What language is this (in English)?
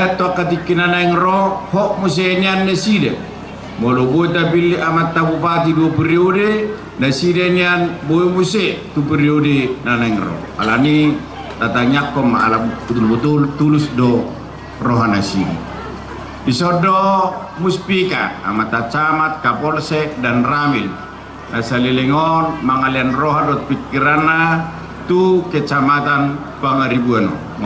Batak Toba